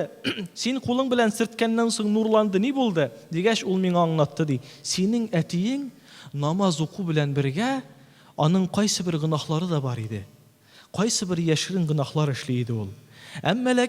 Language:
Tatar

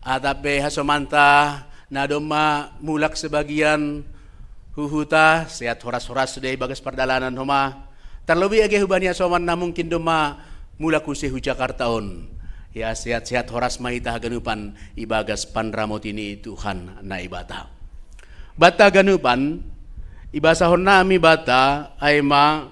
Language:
Batak Simalungun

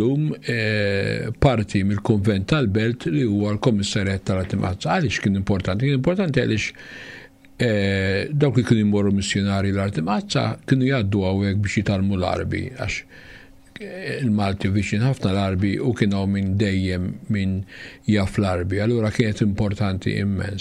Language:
Maltese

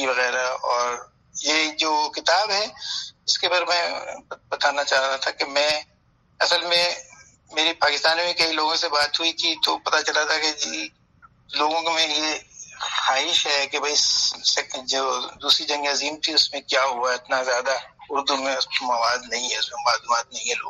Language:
Urdu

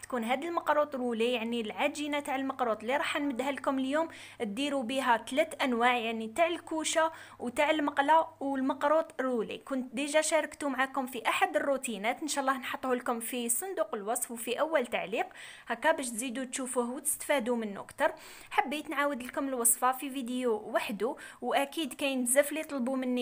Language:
Algerian Arabic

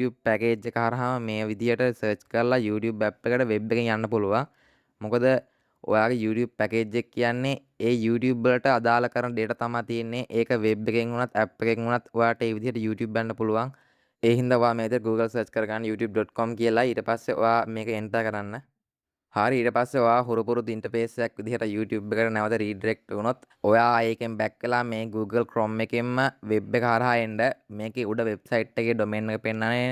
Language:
Sinhala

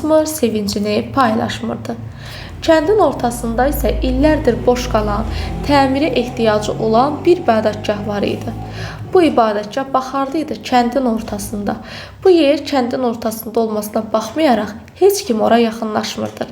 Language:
Azerbaijani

